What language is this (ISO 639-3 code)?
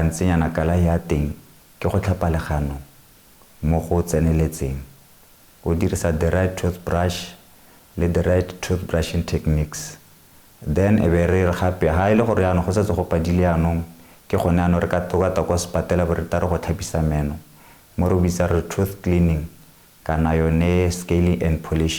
tsn